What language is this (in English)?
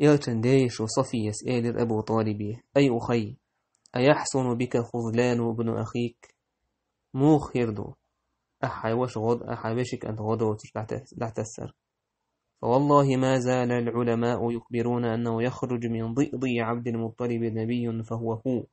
Chechen